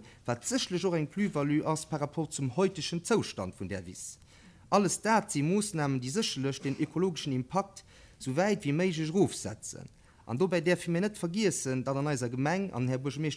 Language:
Luxembourgish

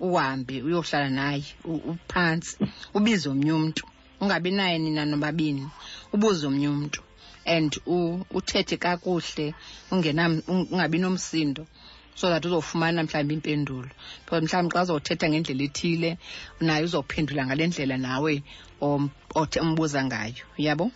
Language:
Xhosa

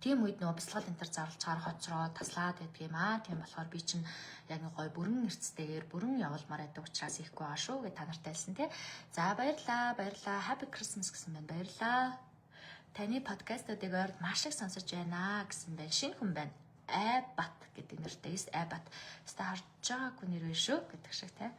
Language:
Mongolian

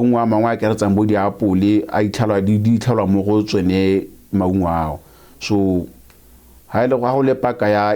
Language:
Tswana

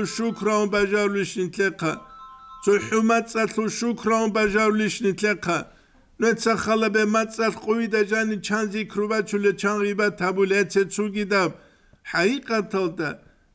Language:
Avaric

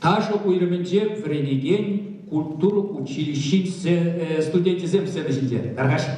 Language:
Chuvash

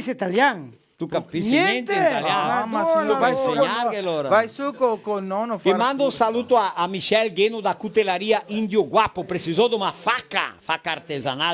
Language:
Venetian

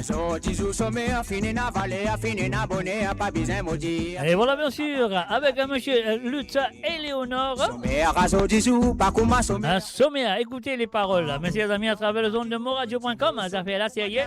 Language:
Morisyen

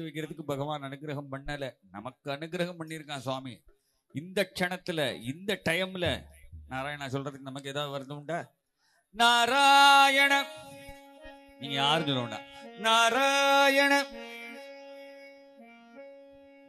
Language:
Tamil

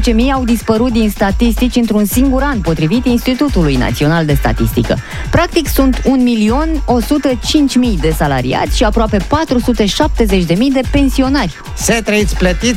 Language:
Romanian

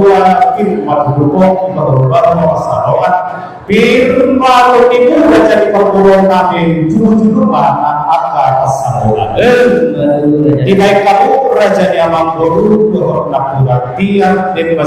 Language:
Batak Toba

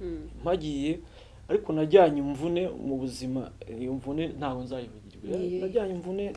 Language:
Kinyarwanda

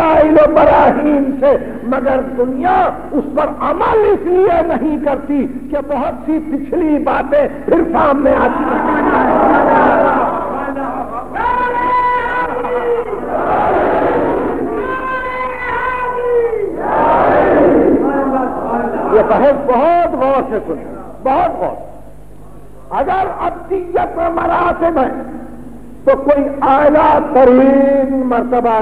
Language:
Urdu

